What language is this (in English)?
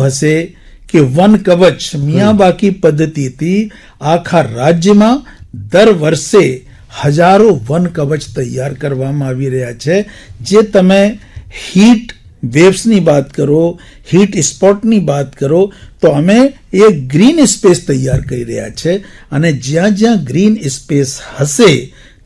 Gujarati